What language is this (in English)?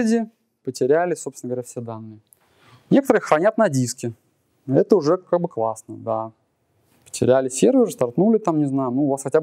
Russian